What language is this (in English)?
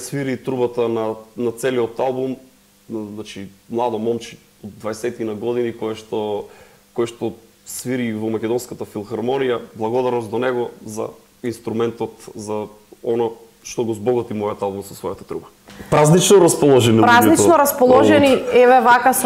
Macedonian